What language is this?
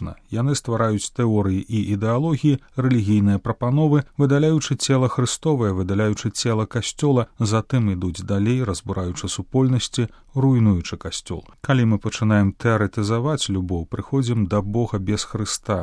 Belarusian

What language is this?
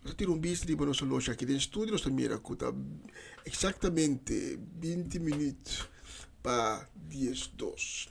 Papiamento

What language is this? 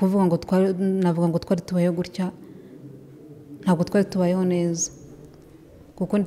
Kinyarwanda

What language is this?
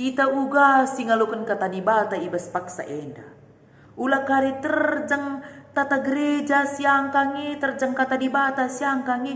Batak Karo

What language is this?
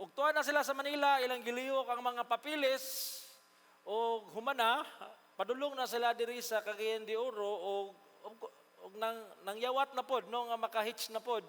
Cebuano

